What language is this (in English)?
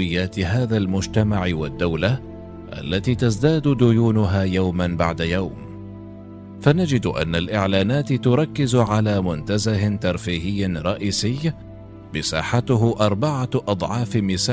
Arabic